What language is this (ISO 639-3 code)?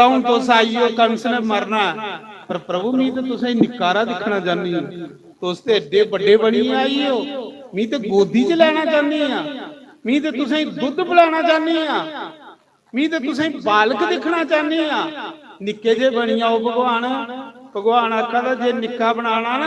doi